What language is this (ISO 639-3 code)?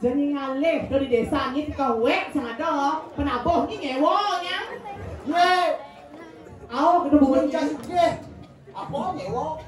ban